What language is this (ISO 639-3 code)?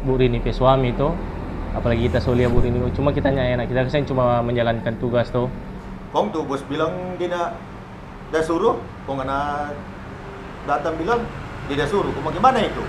xmm